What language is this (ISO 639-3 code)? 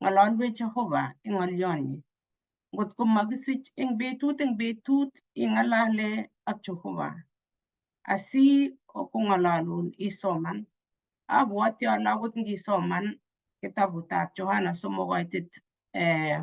kln